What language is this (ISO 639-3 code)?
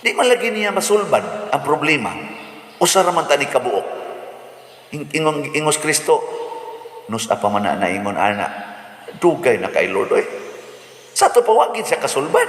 ceb